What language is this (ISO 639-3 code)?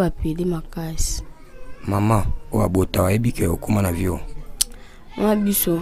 lin